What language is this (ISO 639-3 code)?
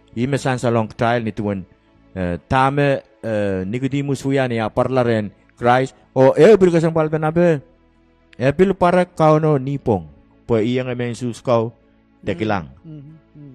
pon